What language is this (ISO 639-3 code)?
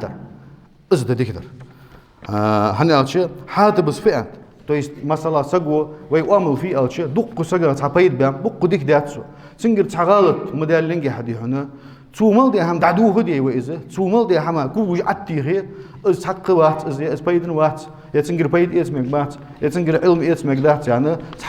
inh